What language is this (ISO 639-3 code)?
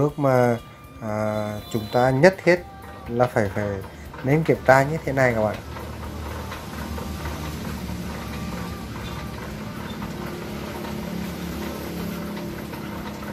vie